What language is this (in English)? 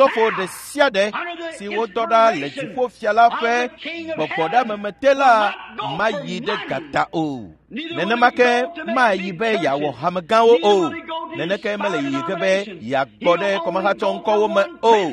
Ewe